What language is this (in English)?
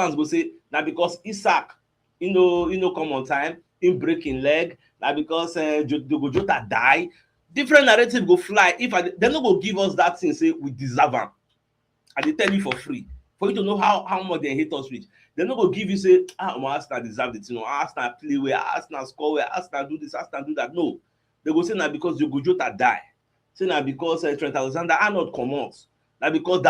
Nigerian Pidgin